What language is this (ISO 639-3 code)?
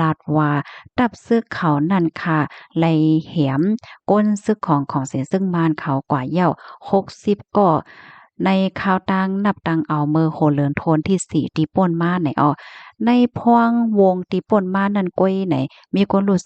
shn